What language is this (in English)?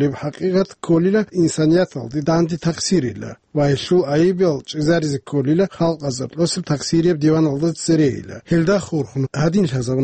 Avaric